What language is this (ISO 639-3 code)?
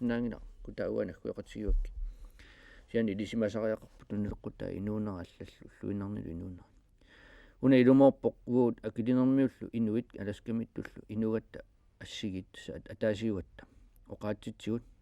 kal